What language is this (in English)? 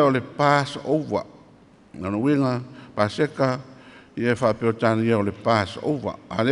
Samoan